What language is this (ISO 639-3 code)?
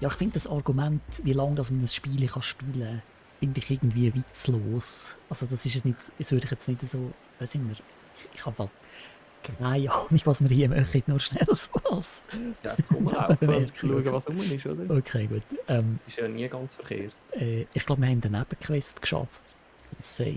gsw